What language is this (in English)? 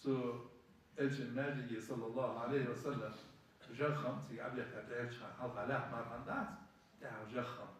Ingush